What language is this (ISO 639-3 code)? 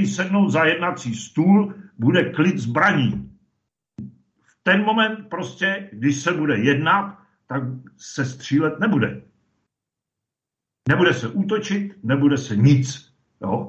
ces